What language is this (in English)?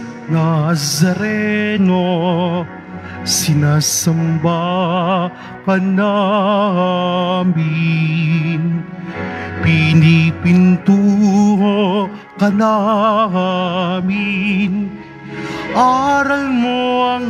Filipino